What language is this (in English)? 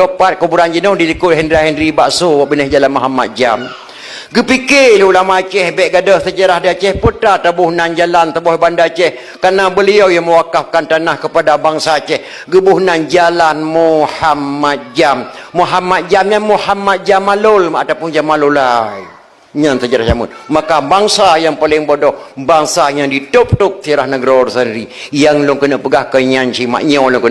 Achinese